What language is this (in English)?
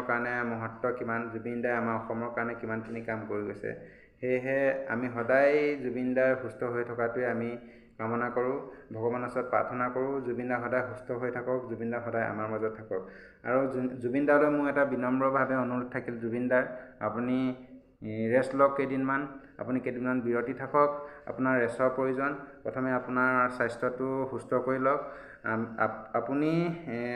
Assamese